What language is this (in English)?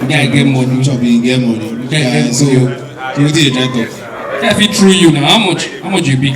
Nigerian Pidgin